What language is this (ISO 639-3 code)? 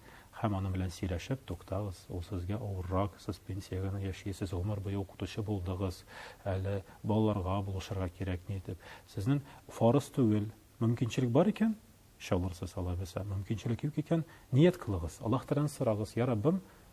tat